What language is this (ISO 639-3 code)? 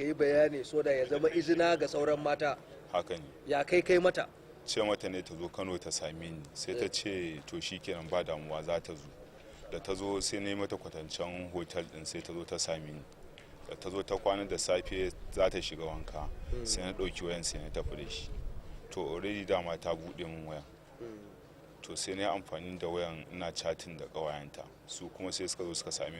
hau